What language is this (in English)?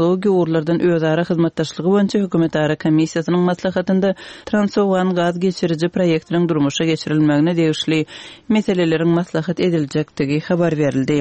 Turkmen